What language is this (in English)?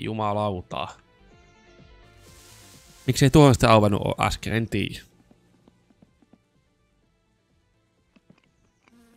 Finnish